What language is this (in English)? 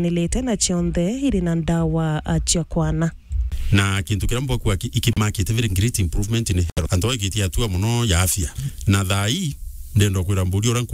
Meru